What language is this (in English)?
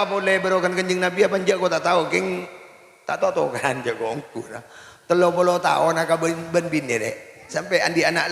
Madurese